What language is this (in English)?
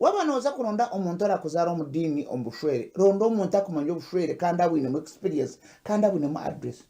Nyankole